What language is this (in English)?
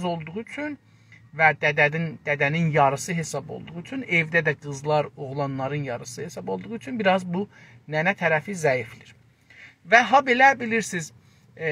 South Azerbaijani